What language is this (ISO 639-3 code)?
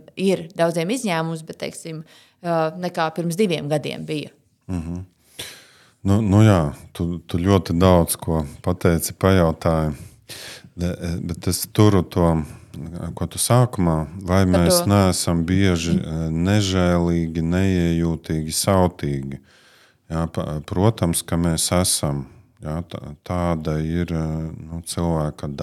lav